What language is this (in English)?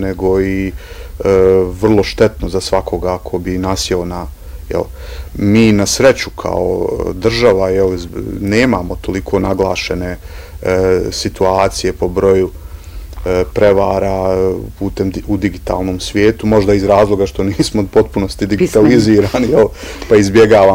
Bosnian